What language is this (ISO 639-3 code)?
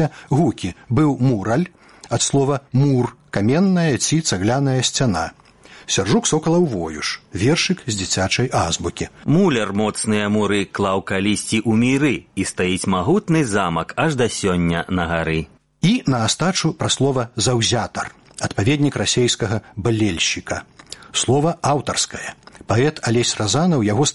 bel